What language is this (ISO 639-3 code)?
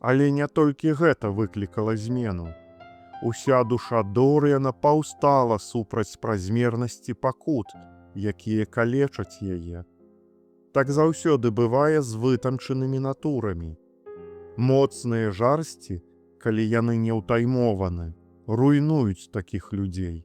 bel